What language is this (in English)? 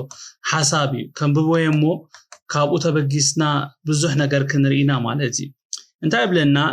Tigrinya